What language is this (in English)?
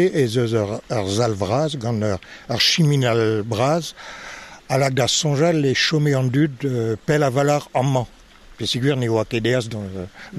Breton